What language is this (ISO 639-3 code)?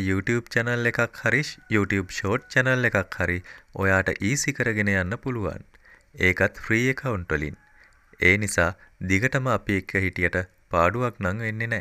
sin